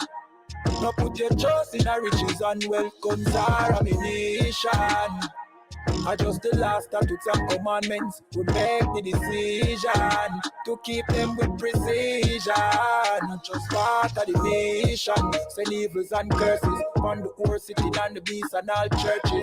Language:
Jamaican Creole English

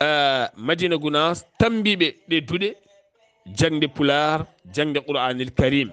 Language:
Fula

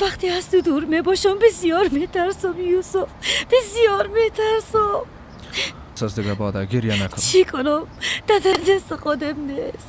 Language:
Persian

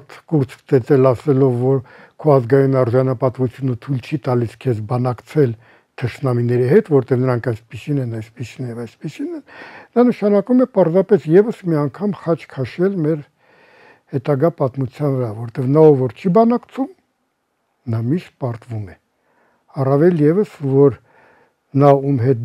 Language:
Armenian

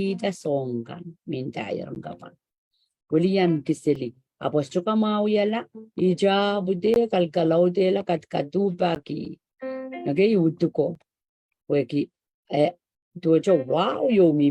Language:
Pohnpeian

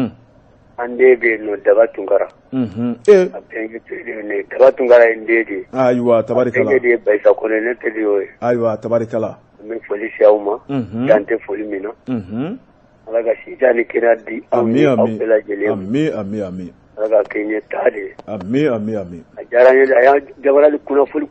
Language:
Bambara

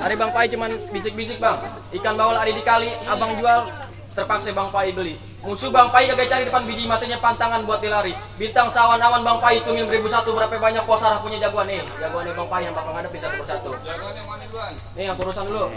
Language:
Betawi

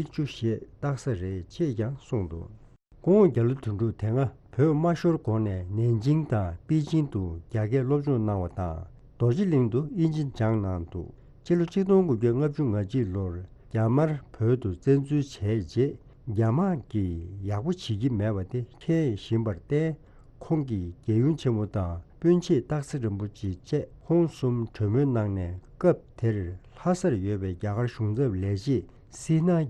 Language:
Tibetan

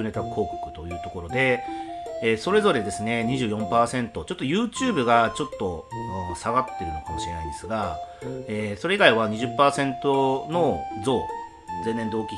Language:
Japanese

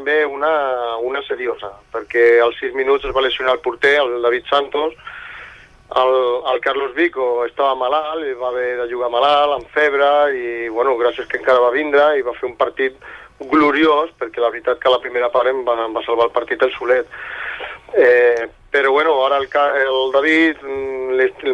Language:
Catalan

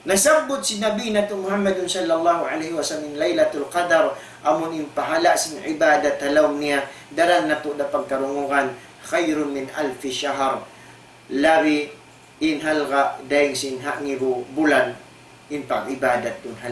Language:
Tausug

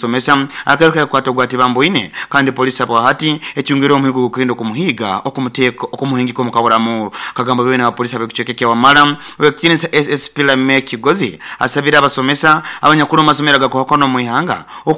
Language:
Nyoro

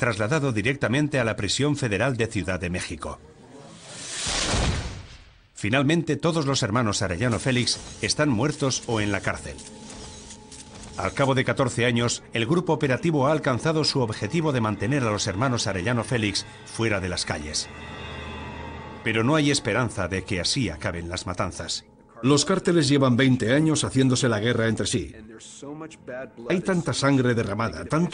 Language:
Spanish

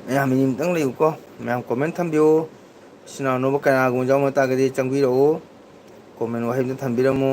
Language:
Manipuri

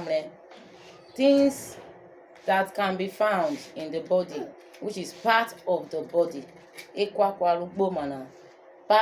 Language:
Urhobo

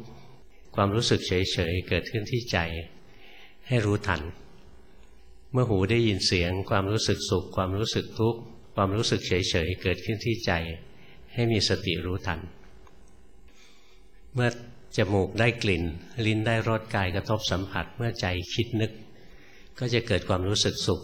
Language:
Thai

